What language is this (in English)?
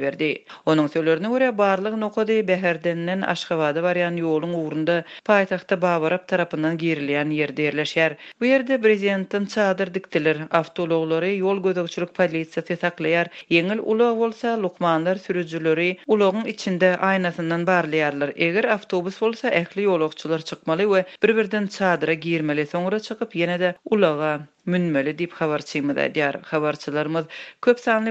Turkmen